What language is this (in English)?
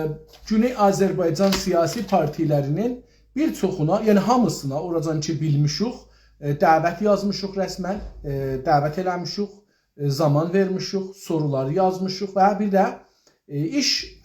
South Azerbaijani